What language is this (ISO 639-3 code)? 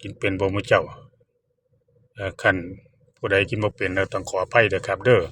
tts